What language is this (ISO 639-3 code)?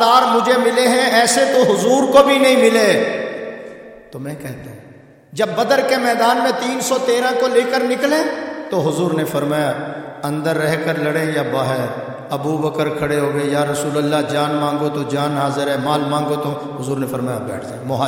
urd